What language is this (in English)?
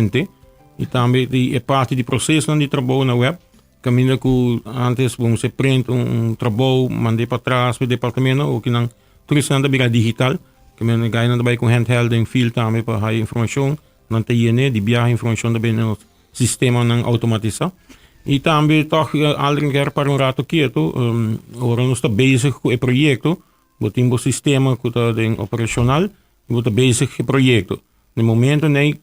Papiamento